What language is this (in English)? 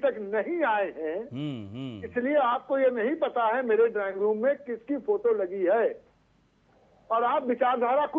Hindi